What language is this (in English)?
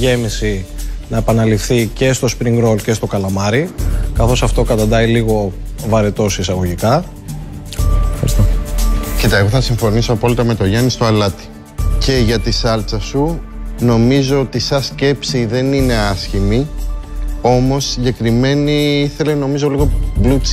Greek